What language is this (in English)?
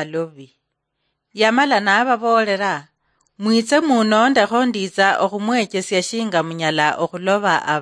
Luyia